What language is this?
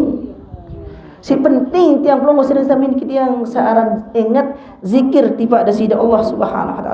Sasak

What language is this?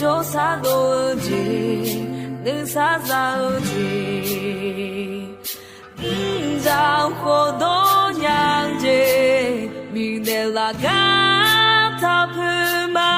Akha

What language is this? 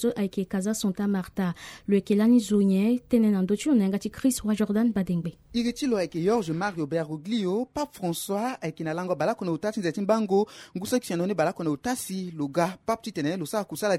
Sango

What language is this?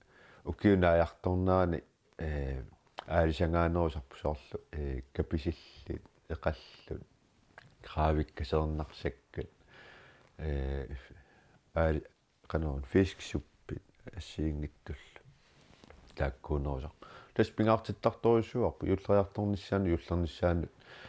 Kalaallisut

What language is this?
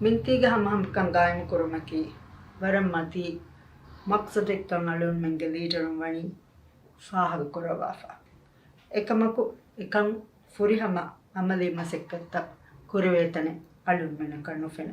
Divehi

